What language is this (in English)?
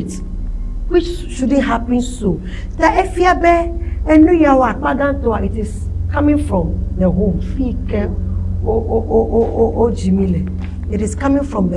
Ewe